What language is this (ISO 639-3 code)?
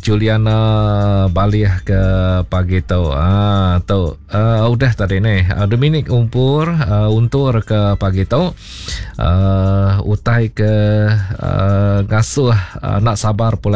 iba